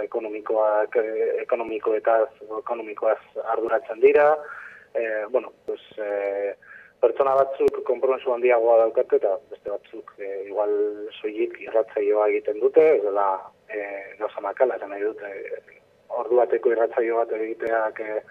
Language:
Basque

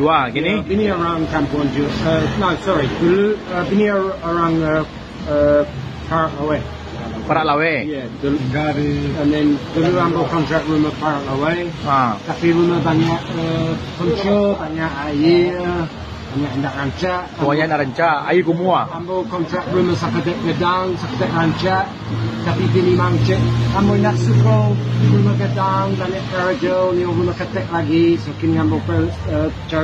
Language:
Minangkabau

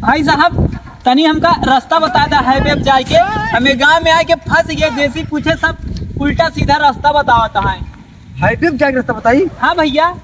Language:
Awadhi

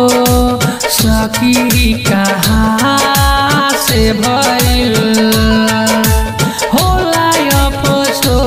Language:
Bhojpuri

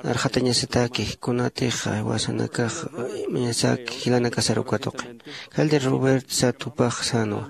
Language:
Aymara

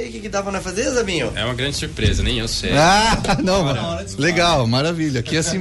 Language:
Portuguese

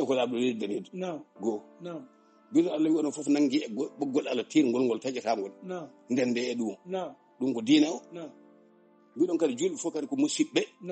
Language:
Fula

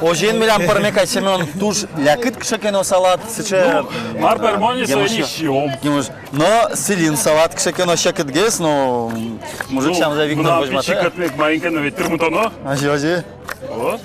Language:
Udmurt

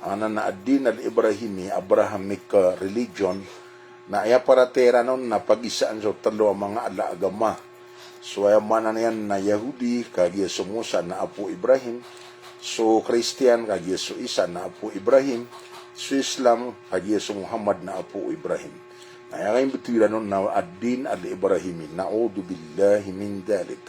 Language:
Maranao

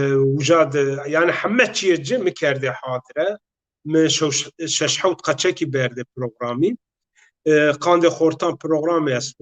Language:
Zaza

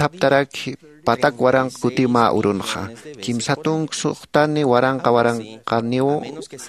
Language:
Aymara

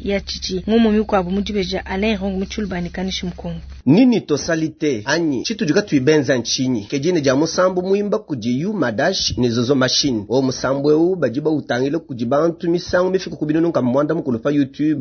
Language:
Luba-Lulua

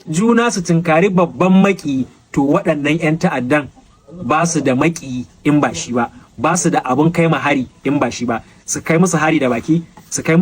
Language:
Hausa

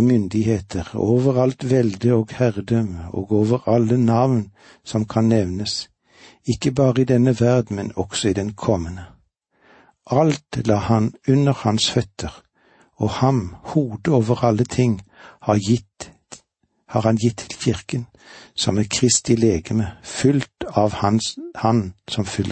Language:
Norwegian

